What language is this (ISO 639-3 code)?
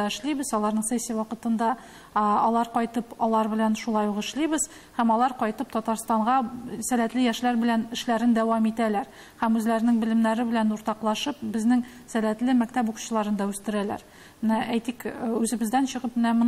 tat